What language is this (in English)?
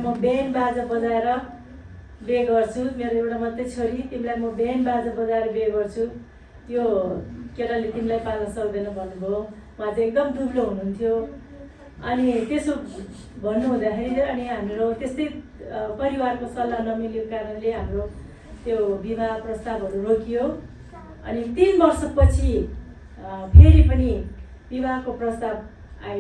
Nepali